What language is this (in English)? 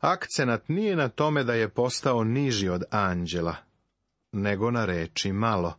Serbian